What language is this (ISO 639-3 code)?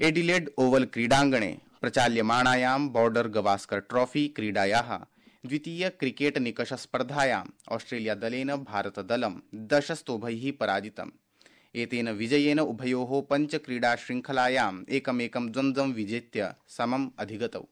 san